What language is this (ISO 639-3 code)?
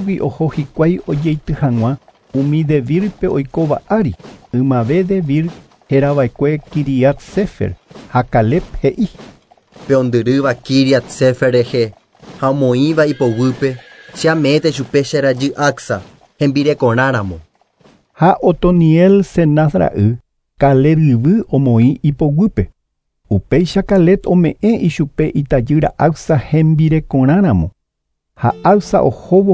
grn